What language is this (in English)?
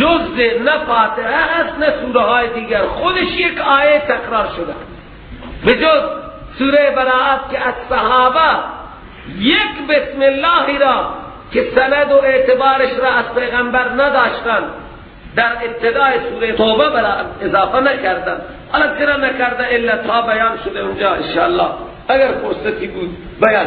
Persian